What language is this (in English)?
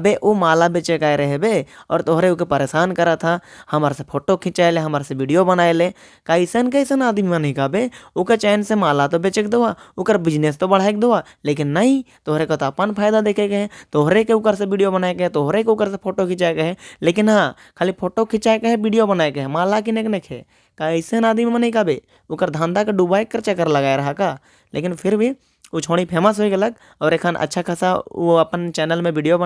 Sadri